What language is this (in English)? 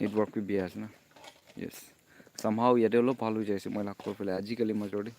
Naga Pidgin